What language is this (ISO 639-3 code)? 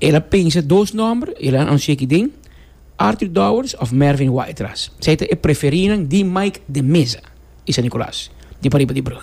pap